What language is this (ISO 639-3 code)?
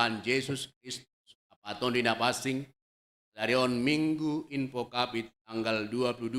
bts